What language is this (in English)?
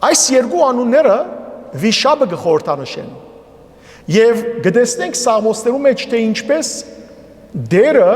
Western Armenian